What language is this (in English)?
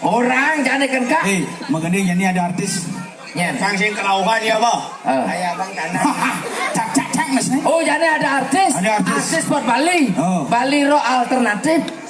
Balinese